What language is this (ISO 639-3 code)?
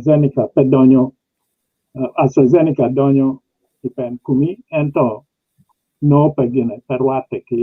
ach